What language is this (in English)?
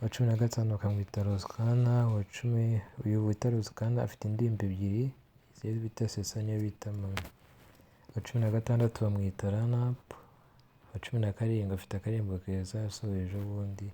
Kinyarwanda